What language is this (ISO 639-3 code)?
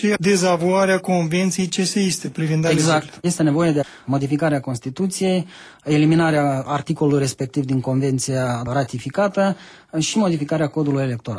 ron